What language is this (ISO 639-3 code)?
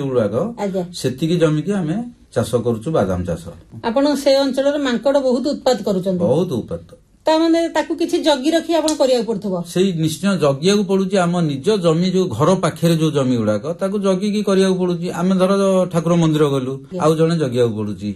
ori